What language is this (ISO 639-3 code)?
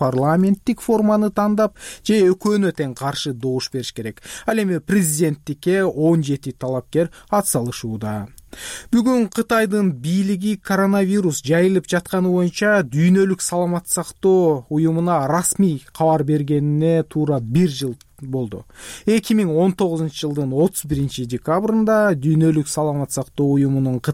kir